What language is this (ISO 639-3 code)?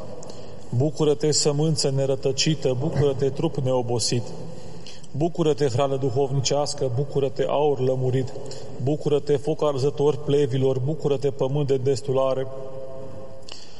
ron